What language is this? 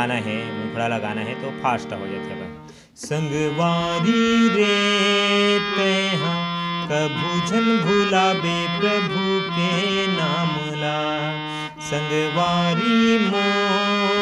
Chhattisgarhi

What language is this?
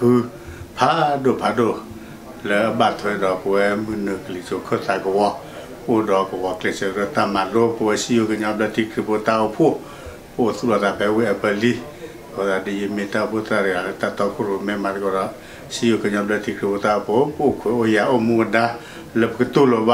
S'gaw Karen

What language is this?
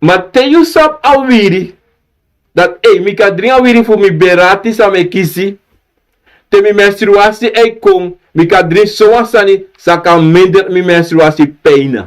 Sranan Tongo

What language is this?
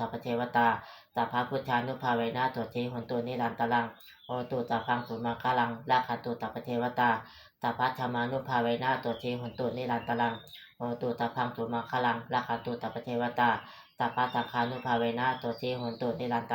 Pali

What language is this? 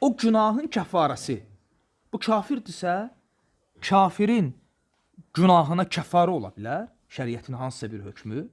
Azerbaijani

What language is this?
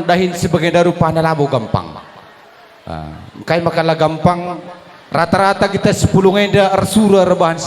Batak Karo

